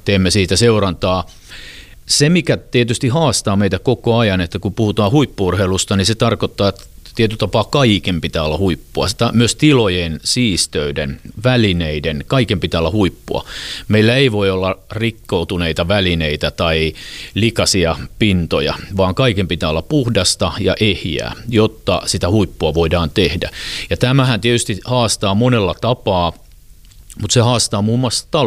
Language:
Finnish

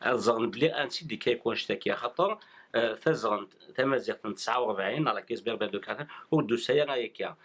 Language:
Kabyle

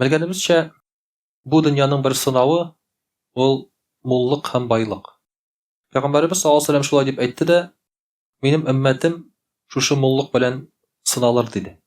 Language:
Tatar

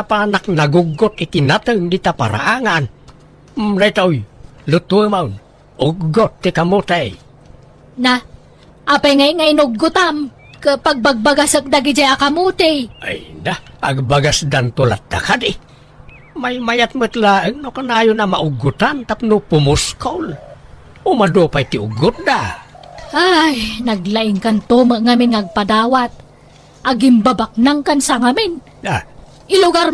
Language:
Iloko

